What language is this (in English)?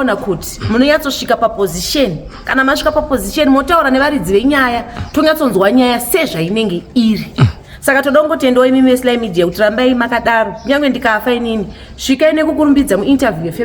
Shona